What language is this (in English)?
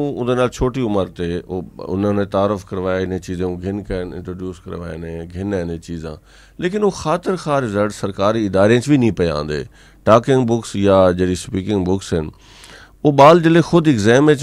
Urdu